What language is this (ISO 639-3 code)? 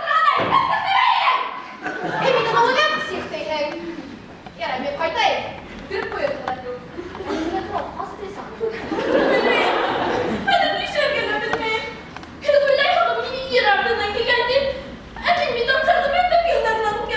bak